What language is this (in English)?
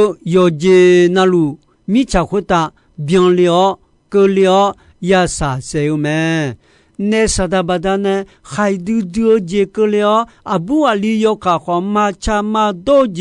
Akha